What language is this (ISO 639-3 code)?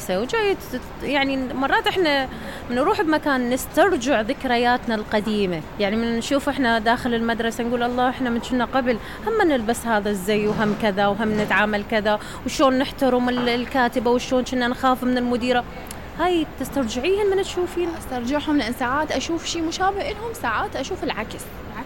acm